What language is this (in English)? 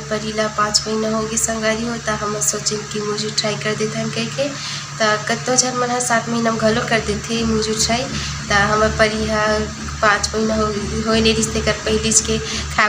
Chhattisgarhi